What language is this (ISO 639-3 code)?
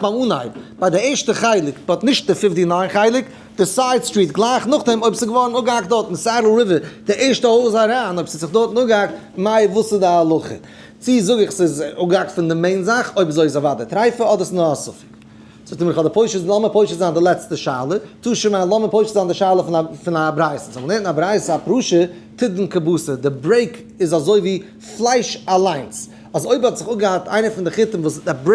yid